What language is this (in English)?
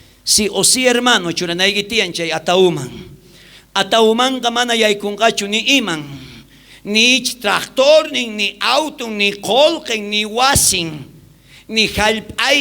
South Bolivian Quechua